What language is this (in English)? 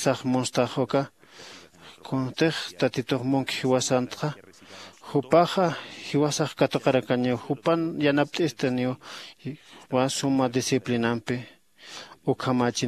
Aymara